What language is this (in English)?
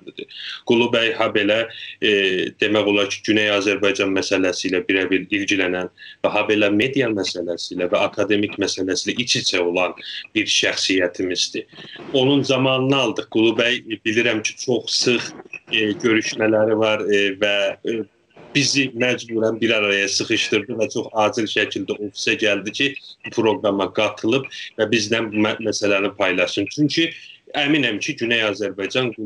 South Azerbaijani